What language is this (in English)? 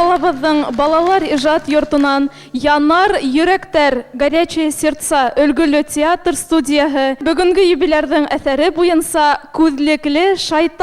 Bashkir